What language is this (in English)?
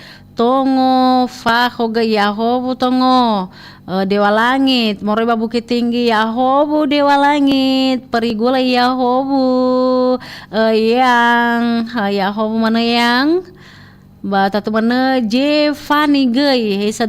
Nias